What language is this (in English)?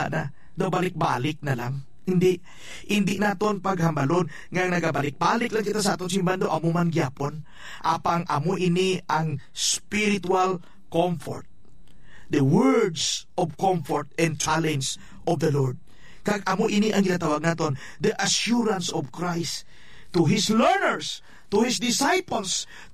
Hiligaynon